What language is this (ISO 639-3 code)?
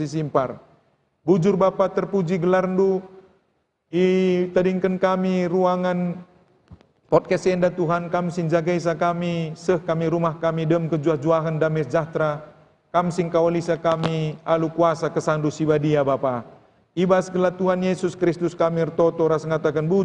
btx